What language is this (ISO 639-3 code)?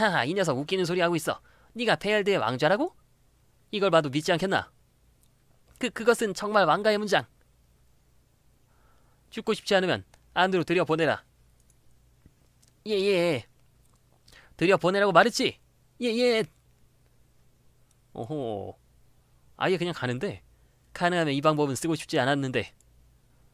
kor